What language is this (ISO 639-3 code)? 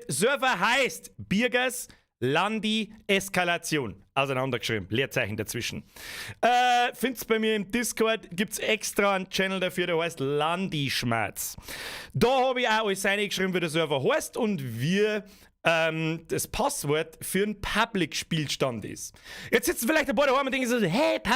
bar